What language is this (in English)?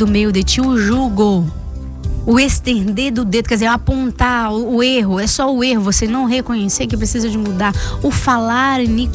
Portuguese